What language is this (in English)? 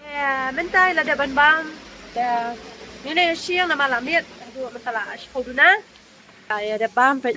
Khasi